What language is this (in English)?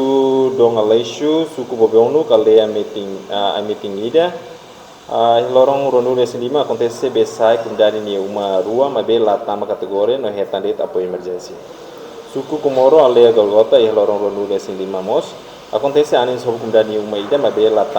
Tetum